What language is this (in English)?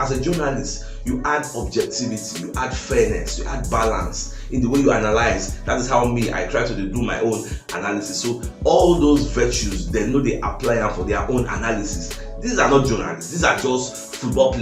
Nigerian Pidgin